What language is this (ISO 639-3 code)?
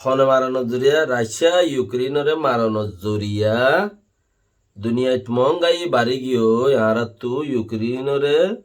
rhg